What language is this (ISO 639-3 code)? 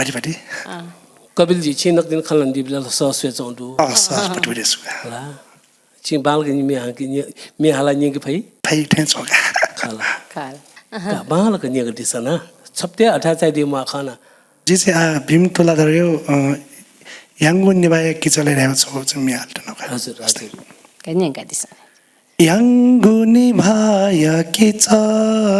new